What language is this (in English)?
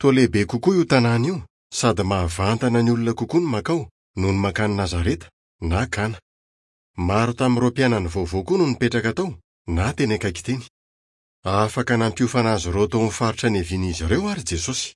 Malagasy